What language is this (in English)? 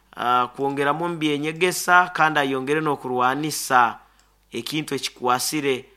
Nyoro